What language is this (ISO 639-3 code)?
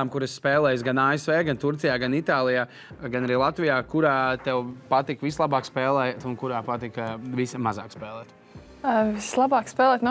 lav